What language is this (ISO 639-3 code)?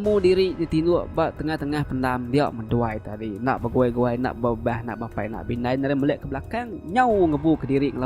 iba